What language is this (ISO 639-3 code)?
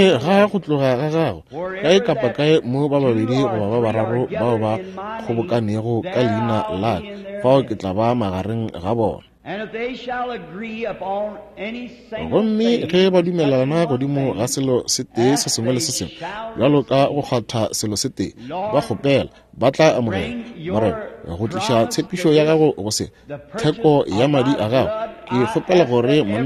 nso